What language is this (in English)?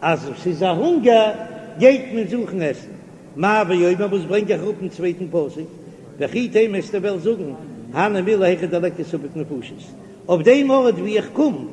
Yiddish